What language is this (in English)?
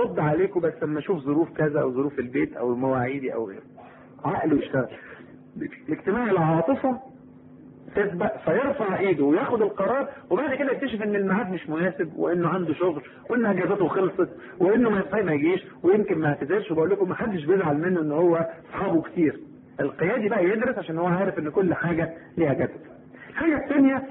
Egyptian Arabic